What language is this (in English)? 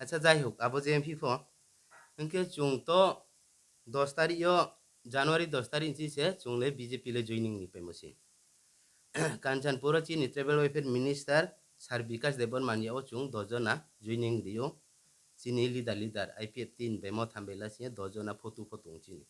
Riang (India)